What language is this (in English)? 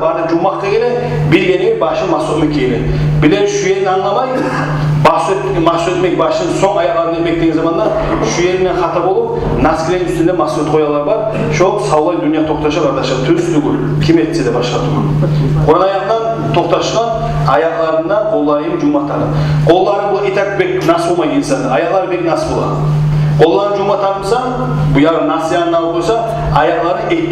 Kumyk